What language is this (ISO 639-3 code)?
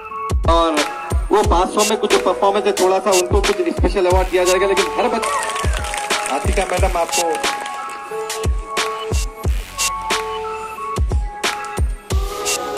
hin